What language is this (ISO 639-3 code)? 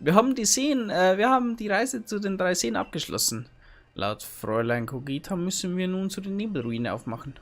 bar